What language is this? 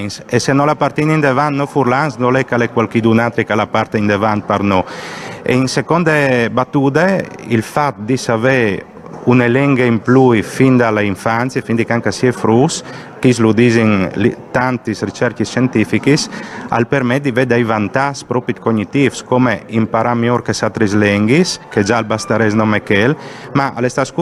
Friulian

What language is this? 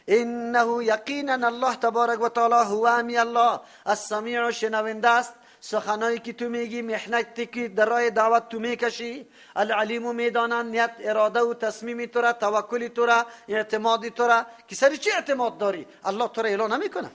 Persian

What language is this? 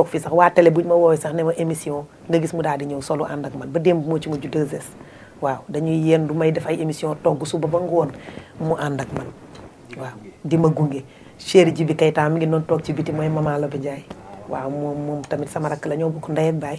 Wolof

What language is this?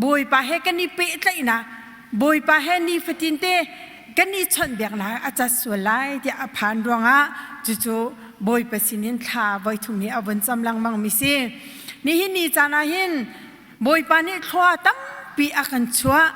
Hakha Chin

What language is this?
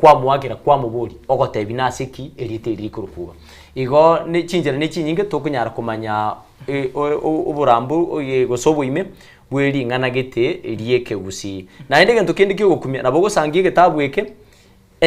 Gusii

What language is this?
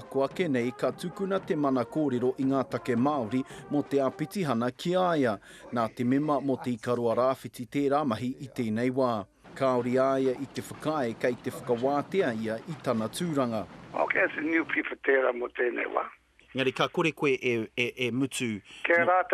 Māori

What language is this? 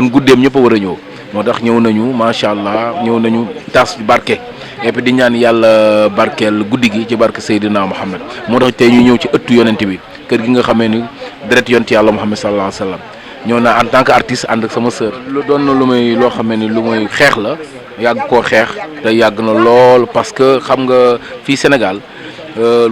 Wolof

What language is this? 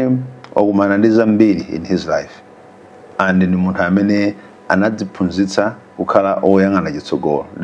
Nyanja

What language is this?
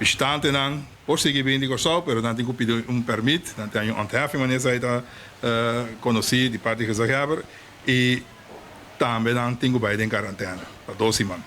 Papiamento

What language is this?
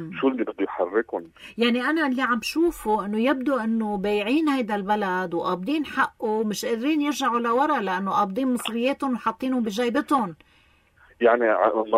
North Levantine Arabic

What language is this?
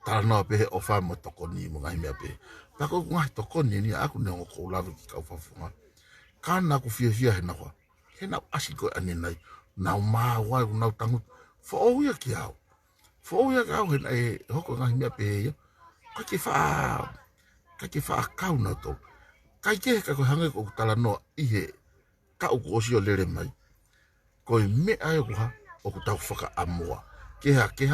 Tongan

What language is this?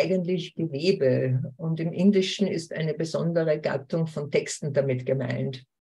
German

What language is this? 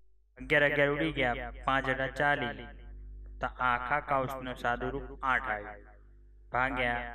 Gujarati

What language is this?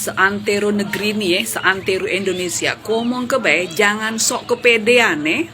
Musi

